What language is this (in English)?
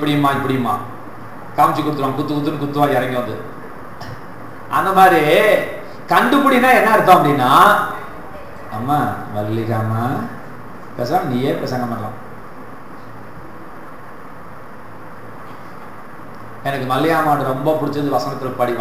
Tamil